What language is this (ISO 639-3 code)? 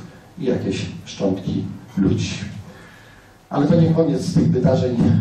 pol